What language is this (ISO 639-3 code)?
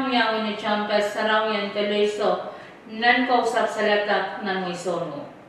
pon